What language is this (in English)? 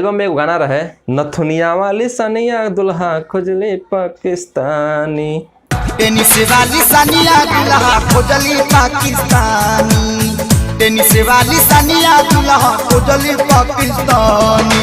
Bhojpuri